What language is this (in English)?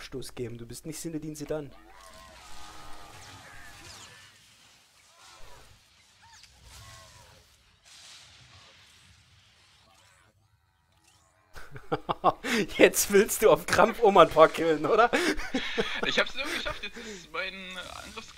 German